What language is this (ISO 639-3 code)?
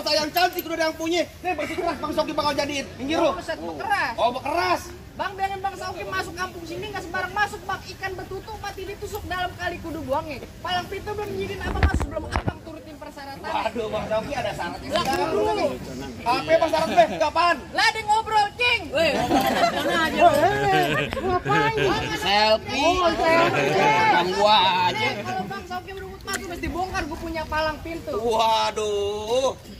bew